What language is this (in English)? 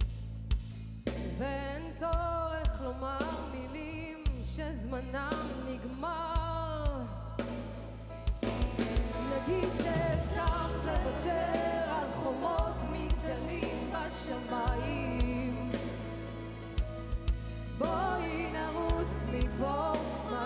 Hebrew